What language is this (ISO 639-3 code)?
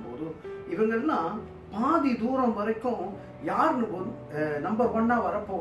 tam